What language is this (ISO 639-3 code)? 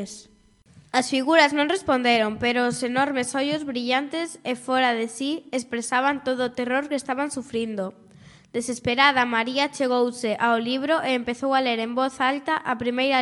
glg